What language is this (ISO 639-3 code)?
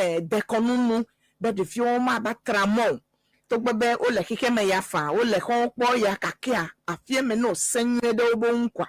ewe